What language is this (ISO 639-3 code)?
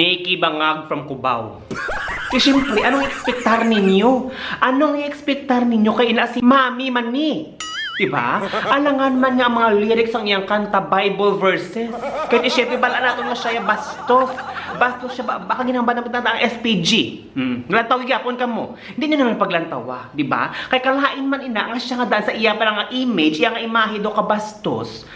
hil